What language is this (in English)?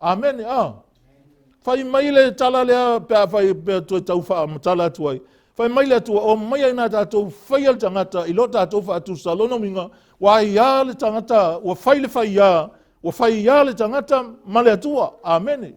Samoan